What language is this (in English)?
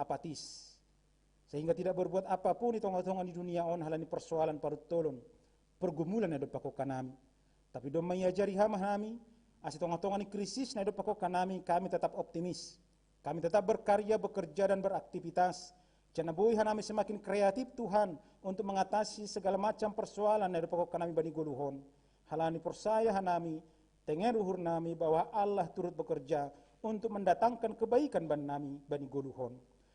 Batak Simalungun